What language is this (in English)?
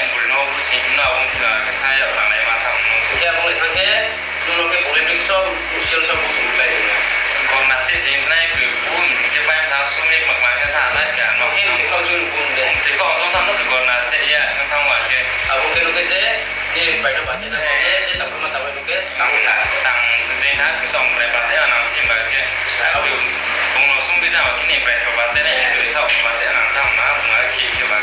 Riang (India)